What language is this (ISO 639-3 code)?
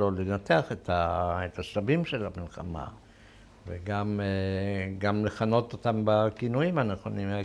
heb